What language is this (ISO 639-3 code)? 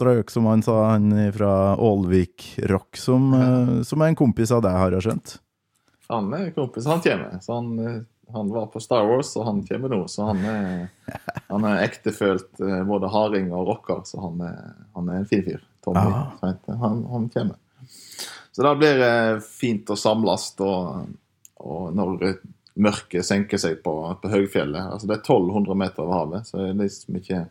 nor